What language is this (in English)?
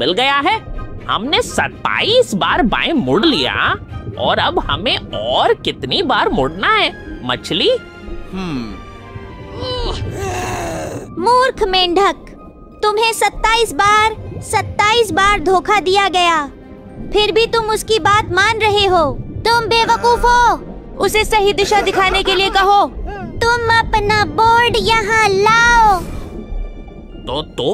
Hindi